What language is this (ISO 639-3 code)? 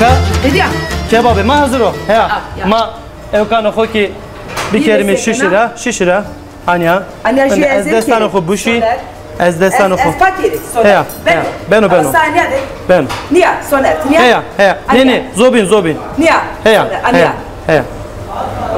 zza